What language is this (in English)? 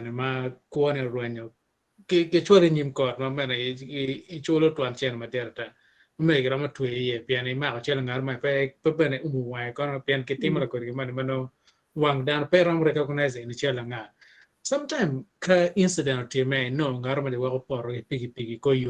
Acoli